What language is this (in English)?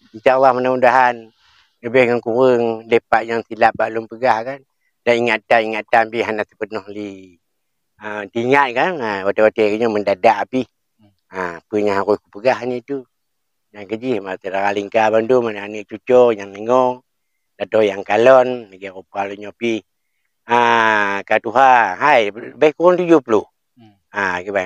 Achinese